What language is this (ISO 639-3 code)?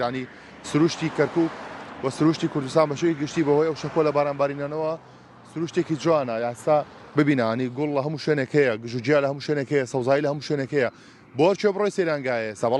ckb